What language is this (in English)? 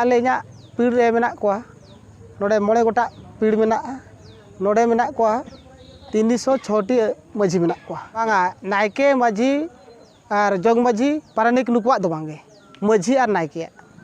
Santali